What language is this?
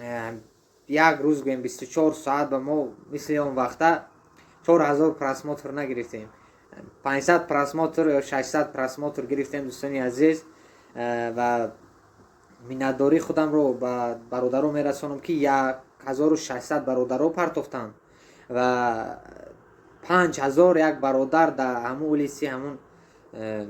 Tajik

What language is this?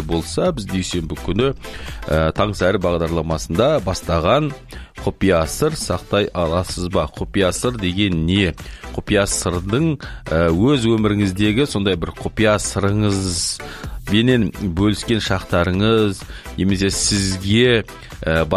Kazakh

